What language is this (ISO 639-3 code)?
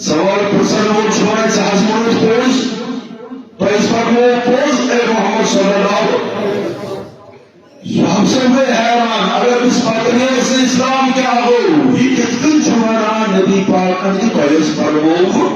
kas